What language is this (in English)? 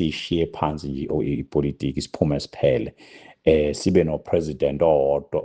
Zulu